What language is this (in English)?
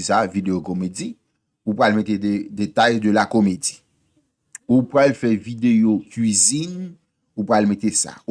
Haitian Creole